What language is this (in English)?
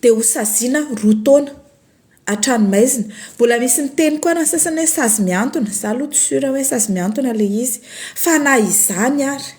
Malagasy